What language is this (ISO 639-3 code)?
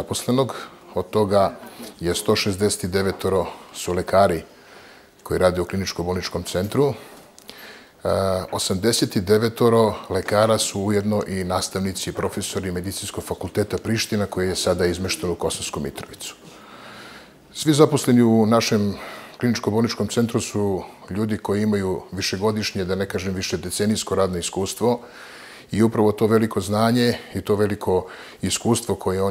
srp